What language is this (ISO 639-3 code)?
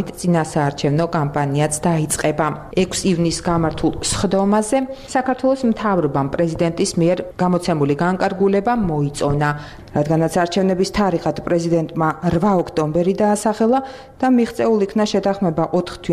kat